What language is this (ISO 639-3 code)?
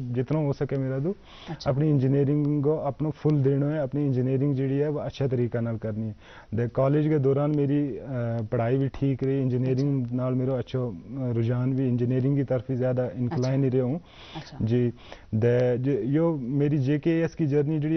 gju